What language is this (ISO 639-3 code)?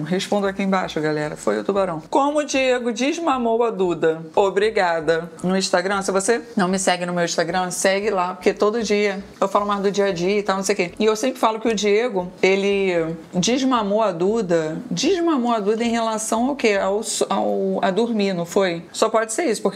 por